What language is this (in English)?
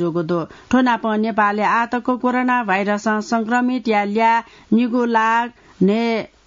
Newari